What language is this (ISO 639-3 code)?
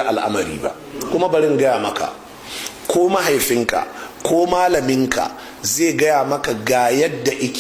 hau